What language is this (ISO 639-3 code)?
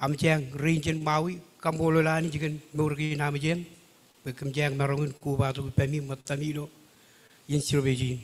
mah